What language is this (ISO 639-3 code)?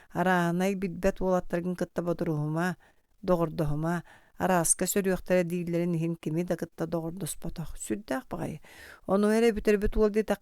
sah